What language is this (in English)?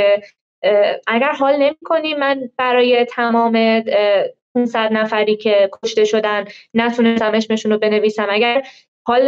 Persian